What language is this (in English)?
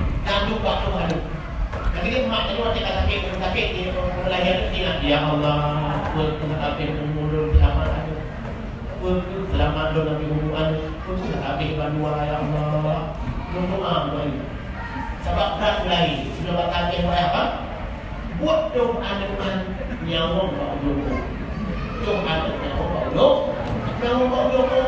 Achinese